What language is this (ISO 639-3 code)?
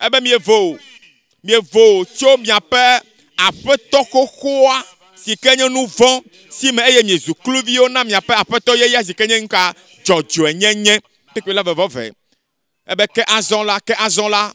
ewe